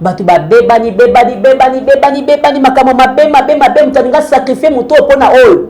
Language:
Lingala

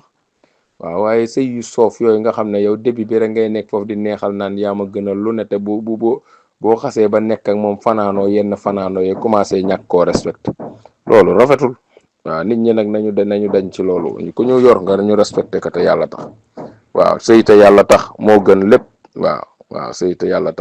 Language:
Wolof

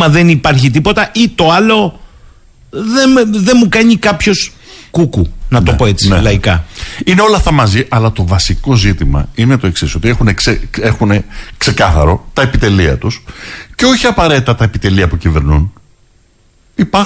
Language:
Greek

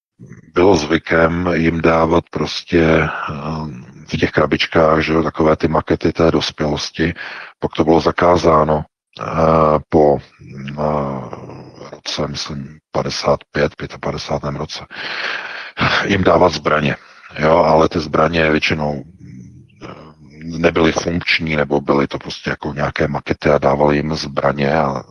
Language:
Czech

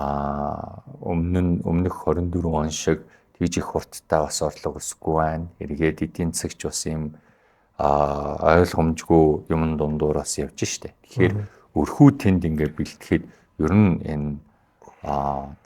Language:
Mongolian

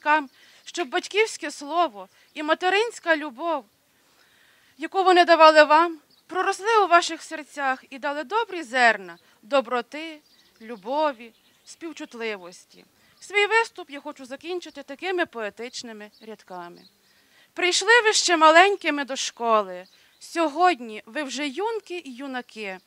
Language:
Ukrainian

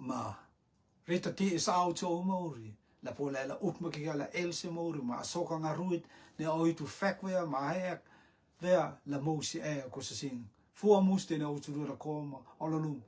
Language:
Rotuman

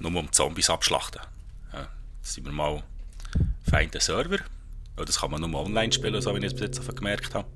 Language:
Swiss German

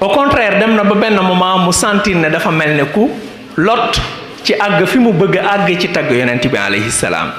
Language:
Wolof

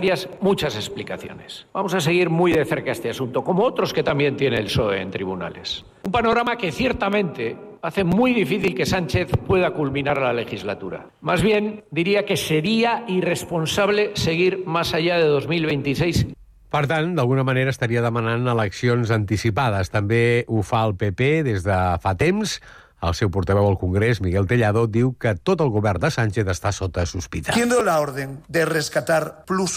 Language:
Catalan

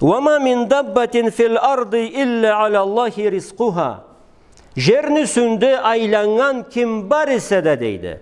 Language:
Karachay-Balkar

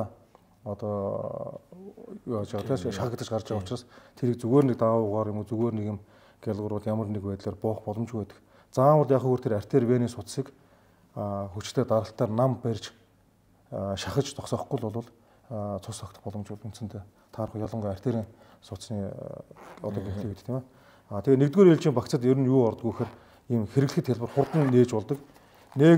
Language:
Mongolian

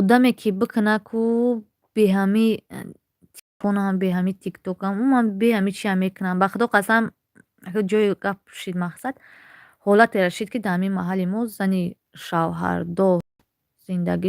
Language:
Tajik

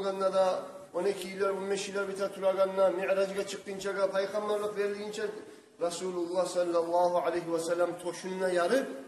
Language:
Kumyk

